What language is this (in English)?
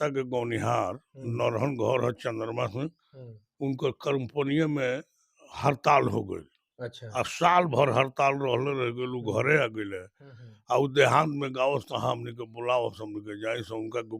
Bhojpuri